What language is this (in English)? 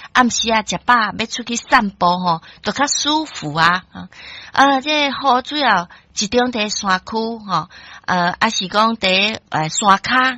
Min Nan Chinese